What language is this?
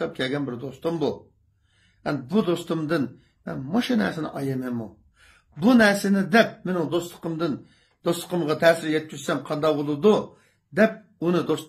Uyghur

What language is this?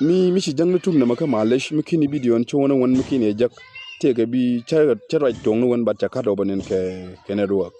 Nuer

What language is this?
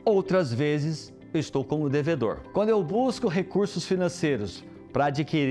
Portuguese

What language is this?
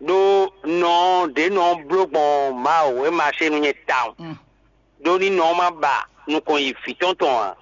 Fon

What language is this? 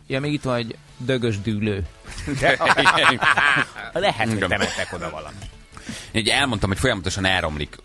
Hungarian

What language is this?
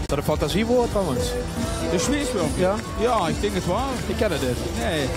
Limburgish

